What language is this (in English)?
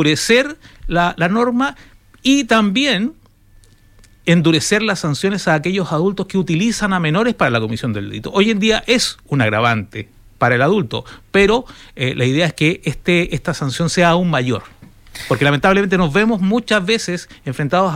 Spanish